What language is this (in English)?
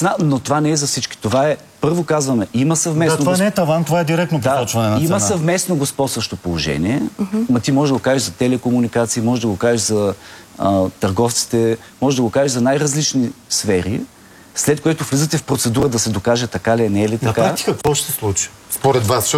Bulgarian